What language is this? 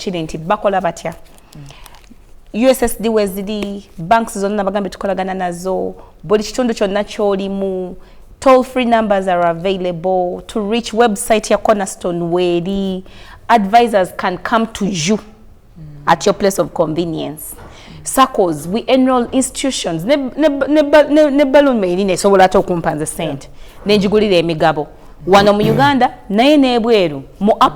Ganda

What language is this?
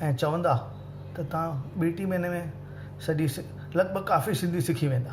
Sindhi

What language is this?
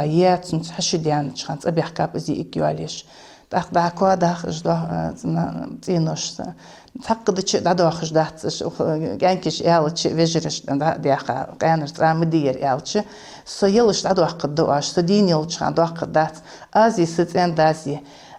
Ingush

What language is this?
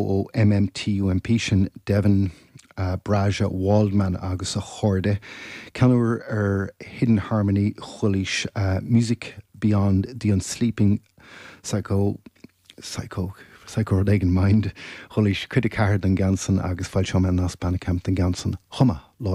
Irish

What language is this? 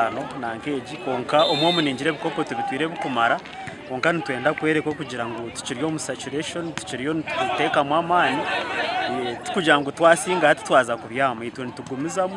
Nyankole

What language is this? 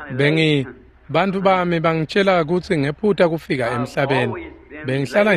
Swati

